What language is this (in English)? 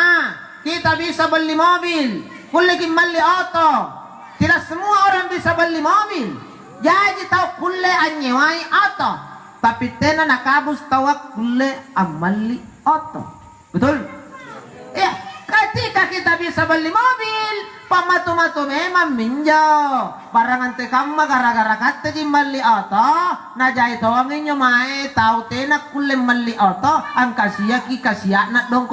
Makasar